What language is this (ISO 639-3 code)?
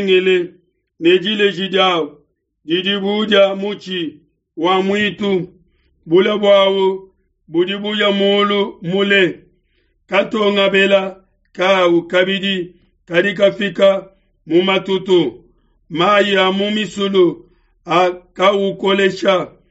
lua